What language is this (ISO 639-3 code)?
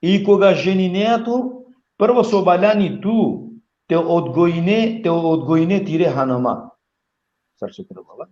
rmn